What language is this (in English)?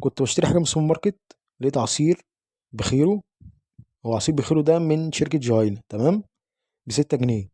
Egyptian Arabic